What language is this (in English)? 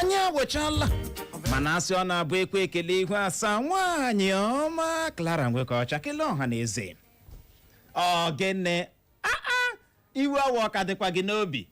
Igbo